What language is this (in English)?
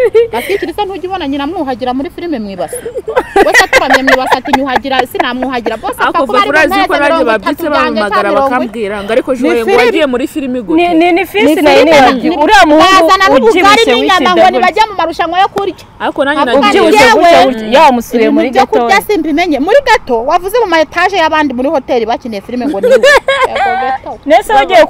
Kinyarwanda